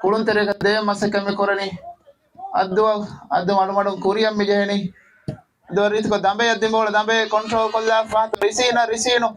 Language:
Divehi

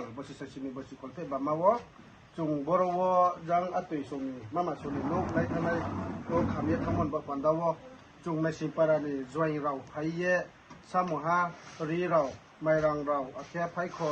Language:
Riang (India)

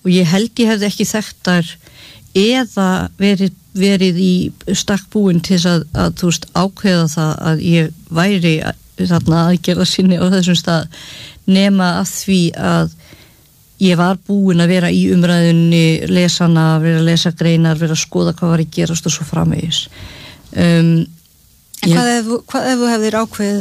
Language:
Icelandic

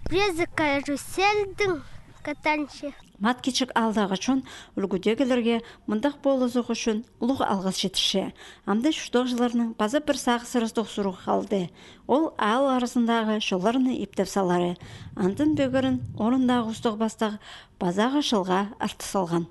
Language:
Khakas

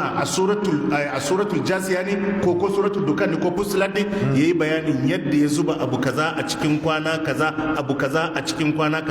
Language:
Hausa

